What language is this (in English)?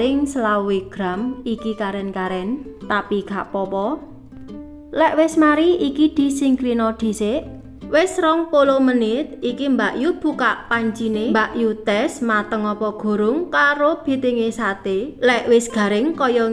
Javanese